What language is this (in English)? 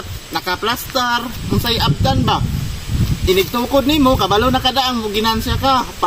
Cebuano